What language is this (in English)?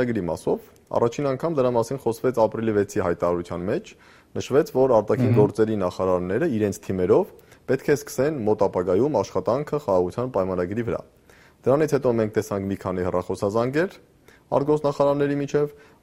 Armenian